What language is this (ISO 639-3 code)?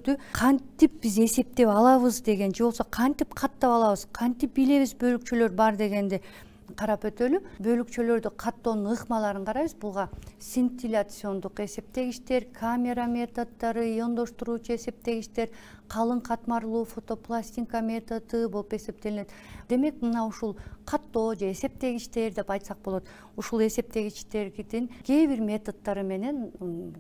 kir